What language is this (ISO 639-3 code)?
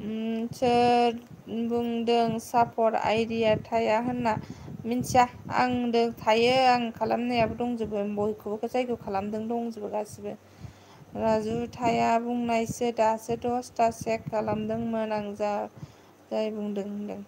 brx